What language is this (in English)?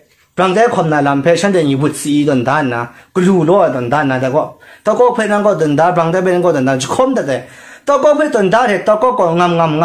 Kachin